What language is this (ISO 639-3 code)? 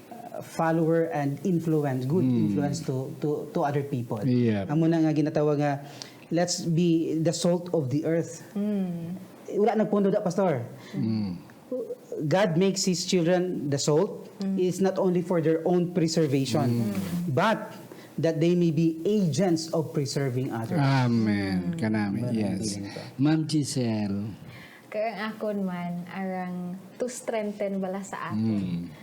hil